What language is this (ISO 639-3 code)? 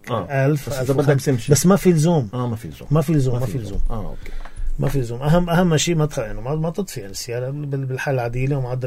apc